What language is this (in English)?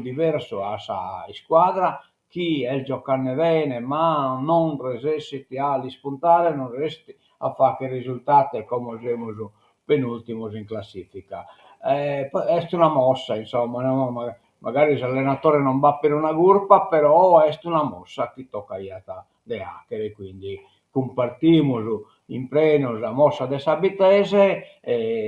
Sardinian